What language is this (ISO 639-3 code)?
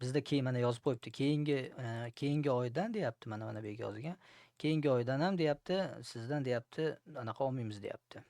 uzb